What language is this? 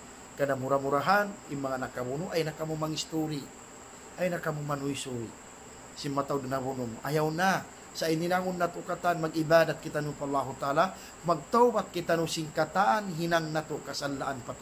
Tausug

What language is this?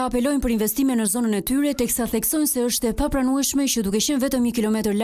Albanian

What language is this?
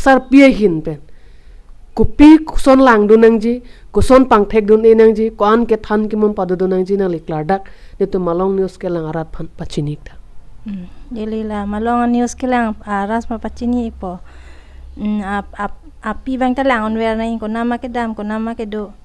Karbi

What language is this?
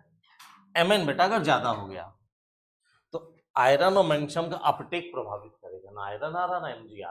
Hindi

